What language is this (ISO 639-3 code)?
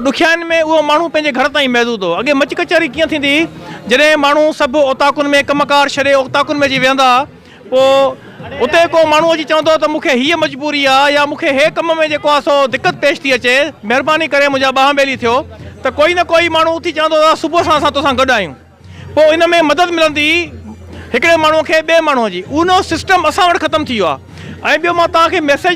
snd